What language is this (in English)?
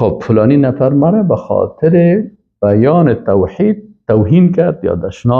Persian